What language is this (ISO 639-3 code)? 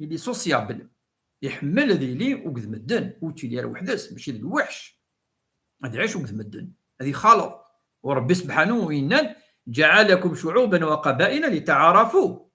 kab